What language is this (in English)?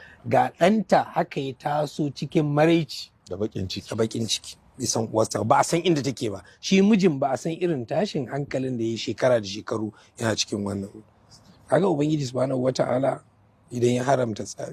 Hausa